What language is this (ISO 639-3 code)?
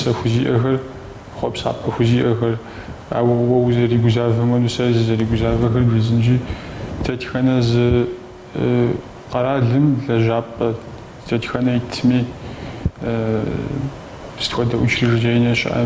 kbd